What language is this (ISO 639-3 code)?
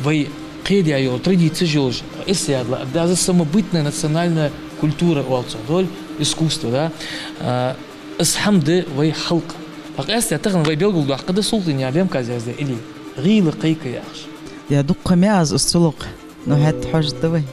inh